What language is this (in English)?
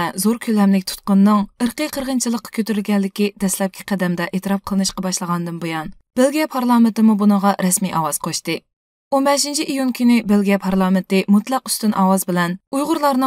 Uyghur